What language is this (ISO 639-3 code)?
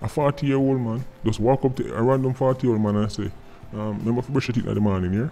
jam